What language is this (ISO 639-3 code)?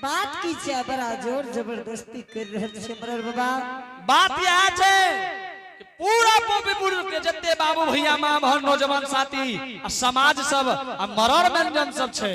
anp